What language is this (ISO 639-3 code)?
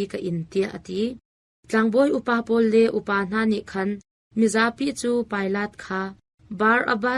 cnh